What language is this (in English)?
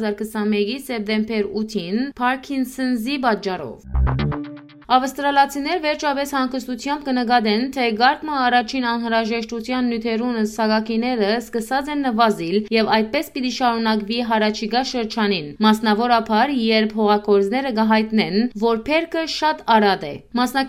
Western Armenian